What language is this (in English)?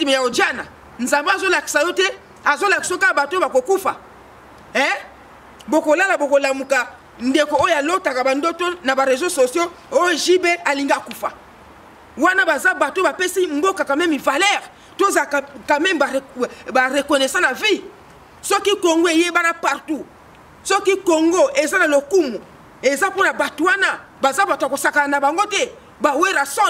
Lingala